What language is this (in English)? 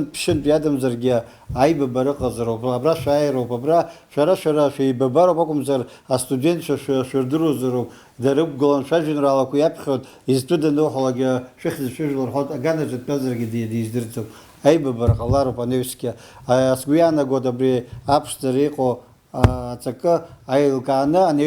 Abkhazian